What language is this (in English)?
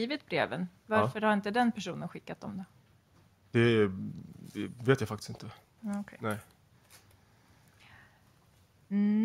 Swedish